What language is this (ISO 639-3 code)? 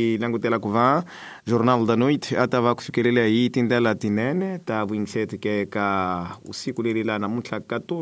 tso